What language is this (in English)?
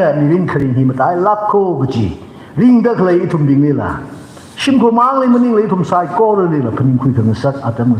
Tangkhul Naga (India)